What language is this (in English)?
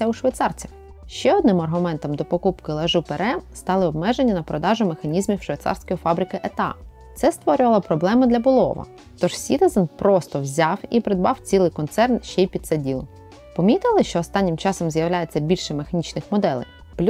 Ukrainian